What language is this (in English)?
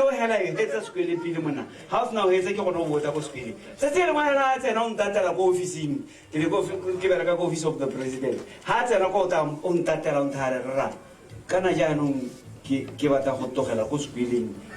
Tswana